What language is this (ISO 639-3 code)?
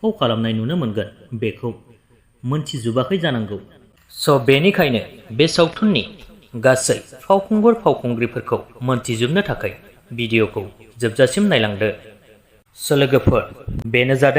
brx